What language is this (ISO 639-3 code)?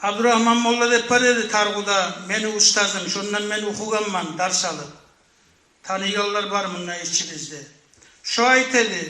kum